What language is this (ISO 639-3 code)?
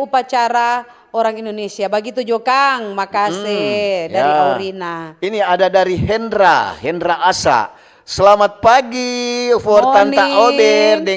xmm